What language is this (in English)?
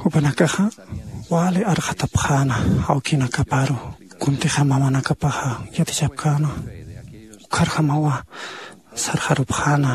Aymara